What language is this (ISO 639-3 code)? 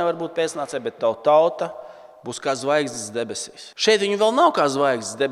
lav